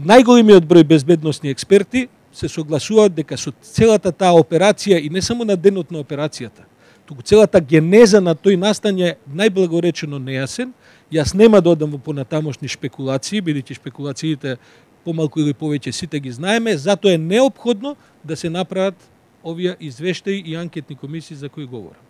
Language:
Macedonian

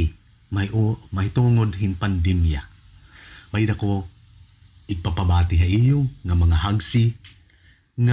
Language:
Waray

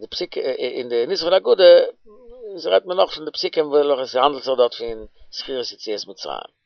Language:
Yiddish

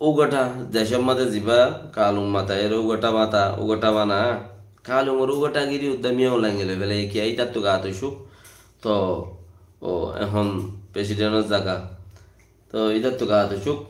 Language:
Rohingya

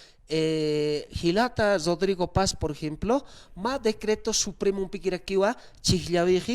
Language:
Aymara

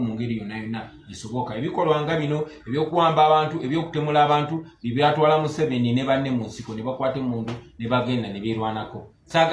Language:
Ganda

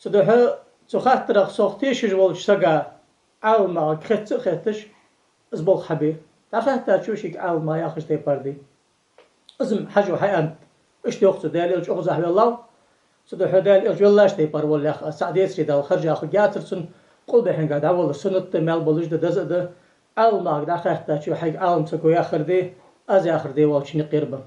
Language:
Ingush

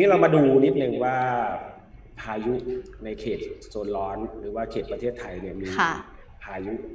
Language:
Thai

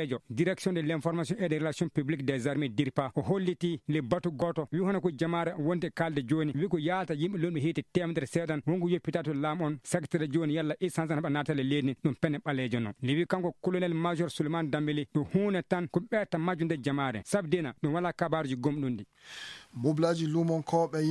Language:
Fula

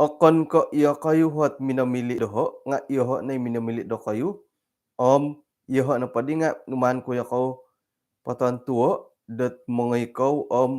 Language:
Central Dusun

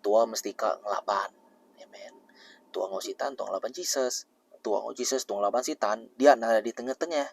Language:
Iban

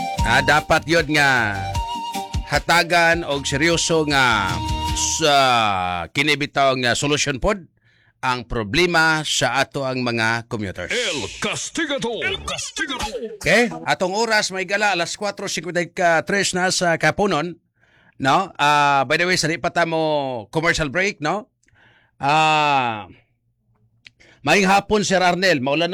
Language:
Cebuano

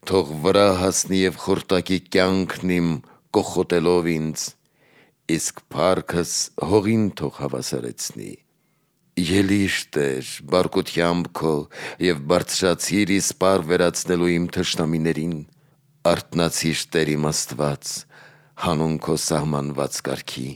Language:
Armenian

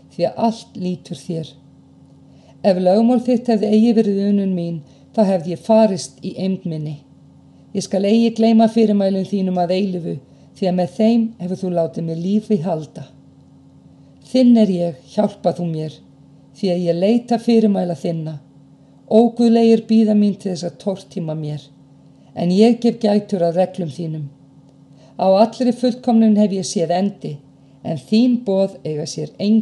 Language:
Icelandic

